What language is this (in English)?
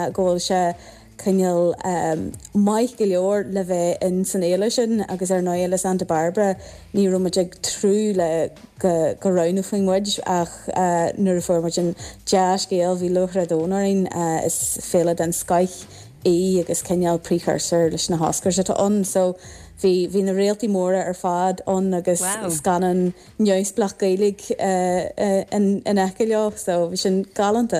Irish